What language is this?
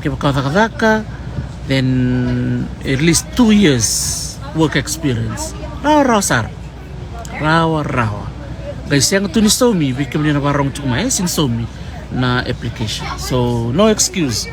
Fijian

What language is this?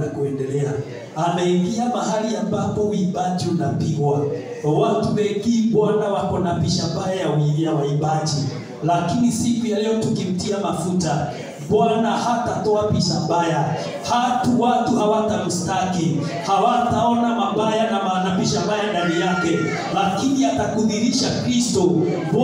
Swahili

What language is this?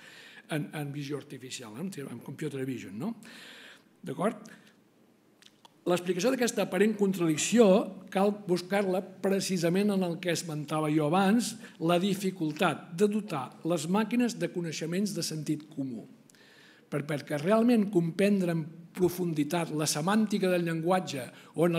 Catalan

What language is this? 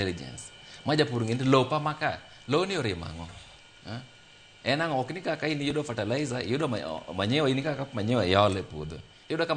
Luo (Kenya and Tanzania)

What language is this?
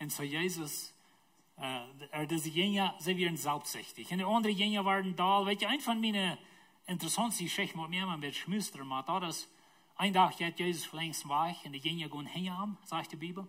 Plautdietsch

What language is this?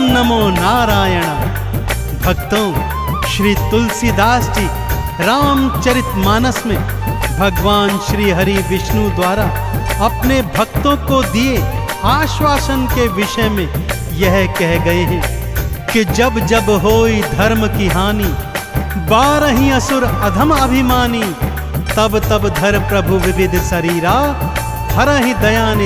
Hindi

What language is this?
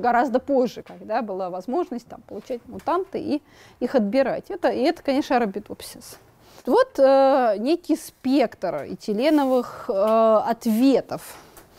Russian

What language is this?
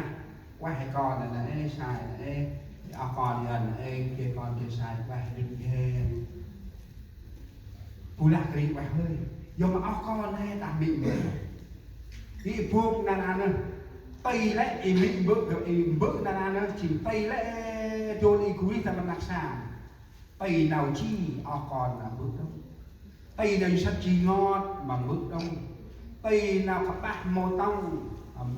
Central Mnong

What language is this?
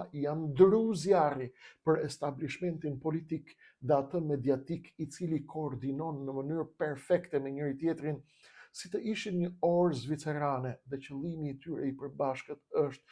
Albanian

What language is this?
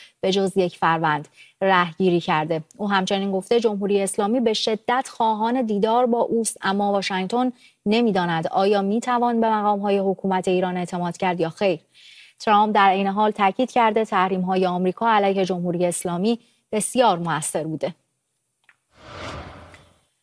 Persian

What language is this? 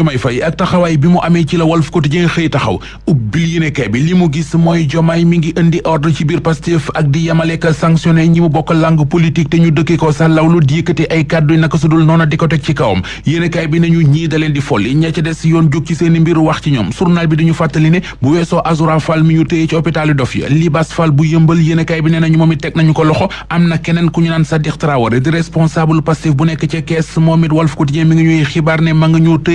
Wolof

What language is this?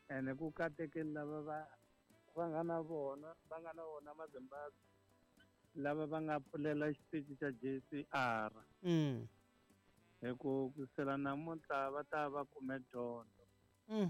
Tsonga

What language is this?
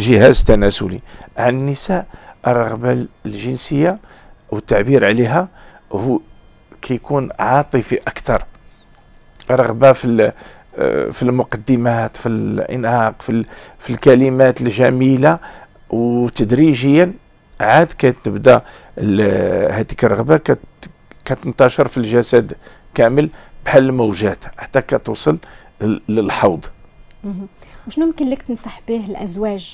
Moroccan Arabic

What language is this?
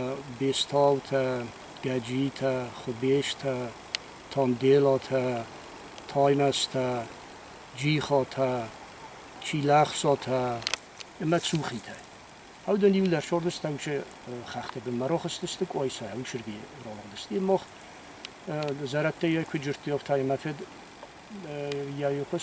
Ossetic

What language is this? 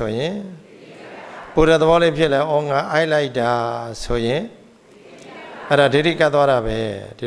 Burmese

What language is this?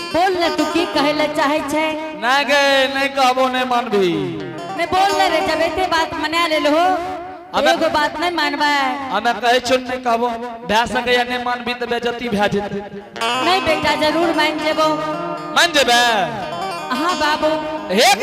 Angika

